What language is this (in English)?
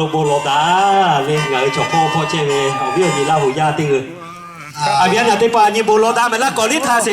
Lahu